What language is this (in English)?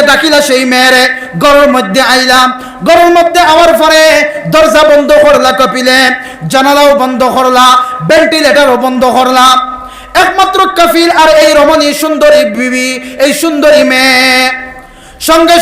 Sylheti